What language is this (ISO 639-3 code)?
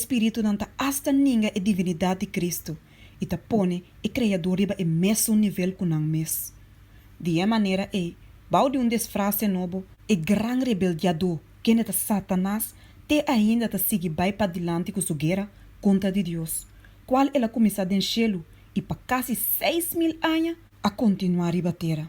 pap